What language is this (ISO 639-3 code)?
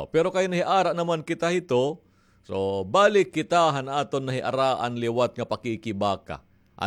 war